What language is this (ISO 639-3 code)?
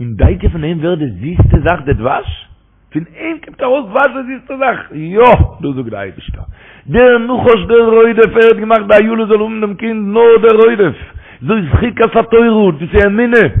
yid